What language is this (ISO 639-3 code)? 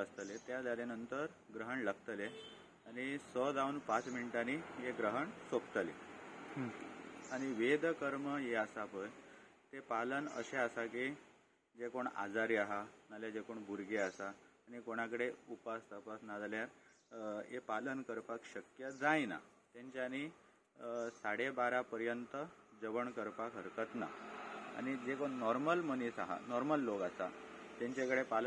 kok